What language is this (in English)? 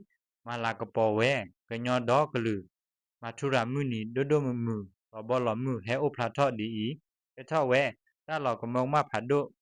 S'gaw Karen